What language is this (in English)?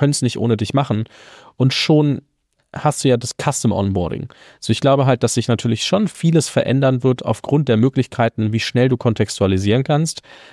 German